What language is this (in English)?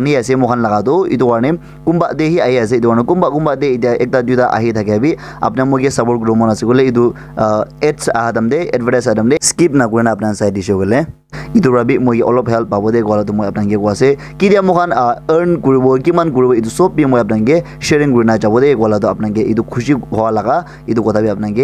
Naga Pidgin